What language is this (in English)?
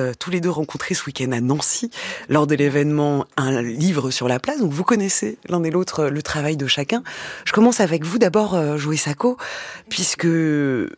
French